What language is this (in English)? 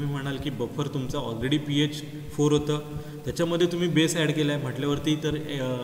Marathi